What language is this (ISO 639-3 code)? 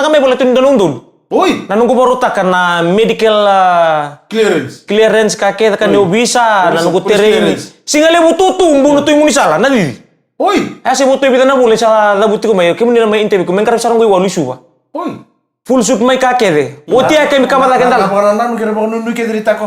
fij